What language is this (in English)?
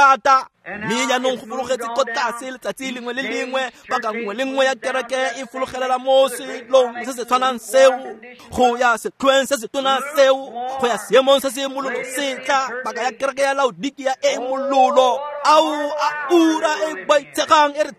Tswana